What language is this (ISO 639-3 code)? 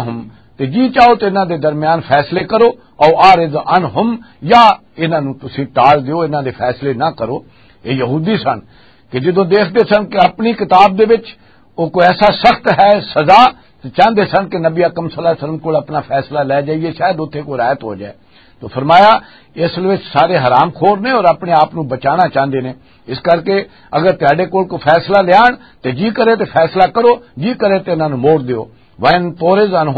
lah